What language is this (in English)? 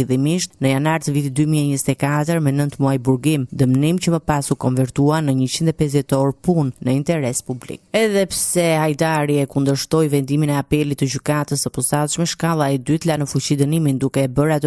Albanian